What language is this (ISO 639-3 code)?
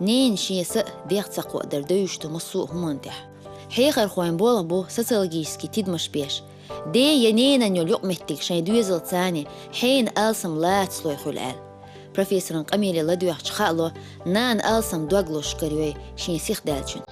che